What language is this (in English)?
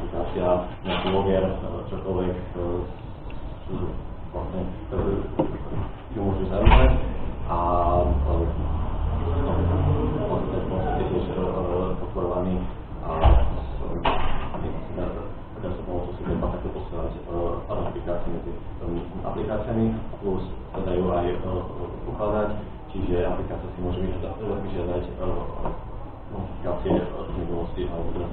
Slovak